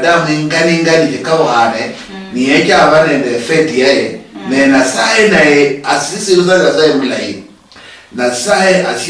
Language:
Luyia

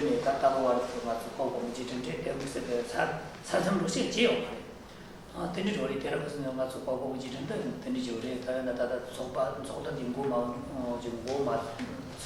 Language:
Tibetan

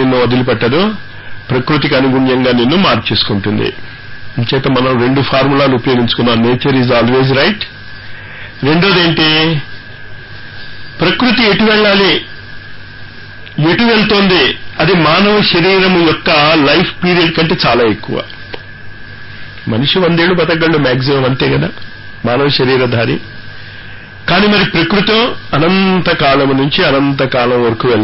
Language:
Telugu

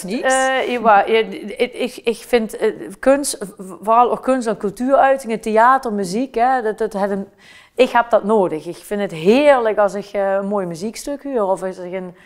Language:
Limburgish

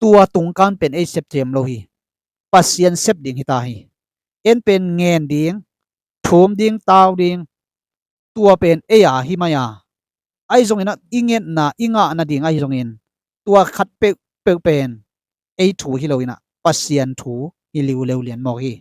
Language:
Tedim Chin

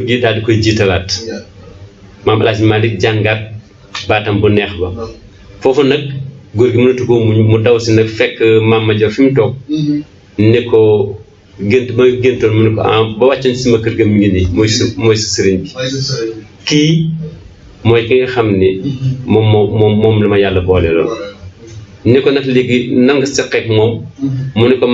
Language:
Wolof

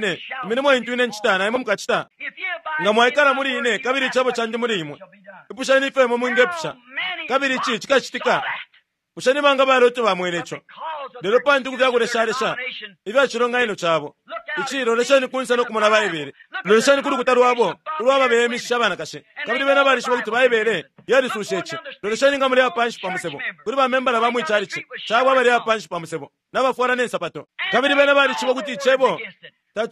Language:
Bemba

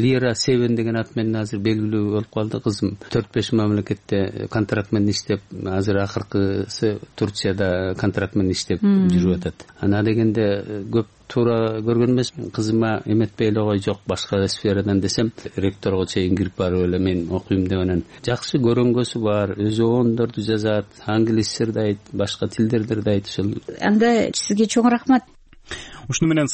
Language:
Kyrgyz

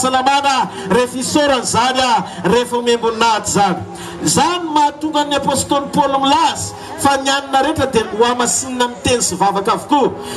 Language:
Malagasy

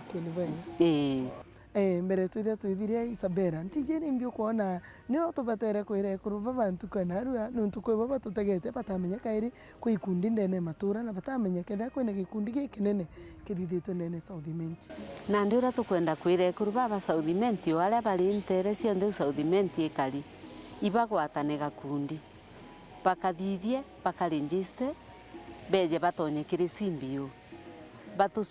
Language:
Meru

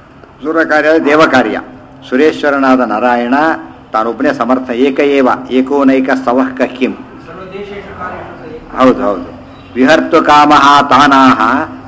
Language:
Kannada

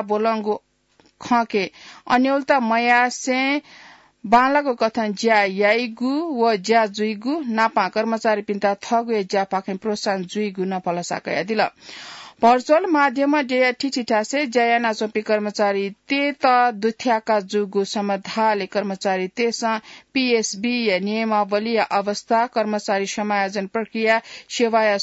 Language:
Newari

